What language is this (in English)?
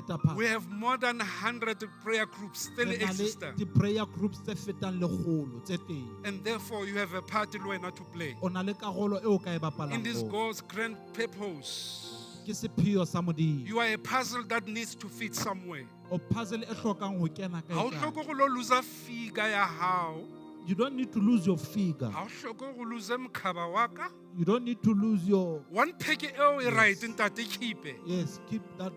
Southern Sotho